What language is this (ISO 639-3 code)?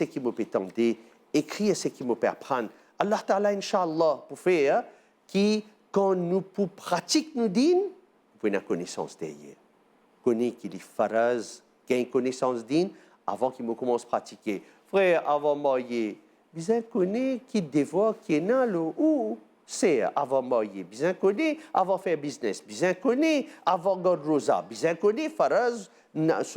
mfe